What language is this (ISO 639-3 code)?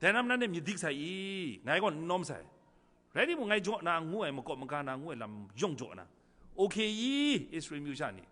kac